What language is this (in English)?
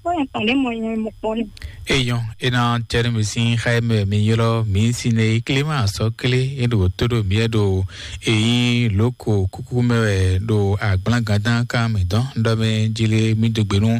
Fon